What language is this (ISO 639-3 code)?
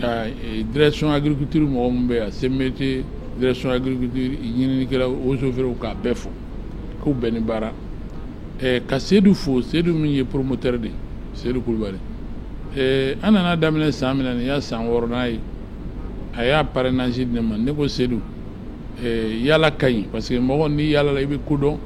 bam